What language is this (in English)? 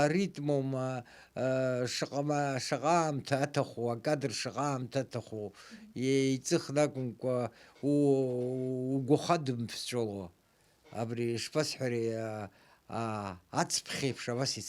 Abkhazian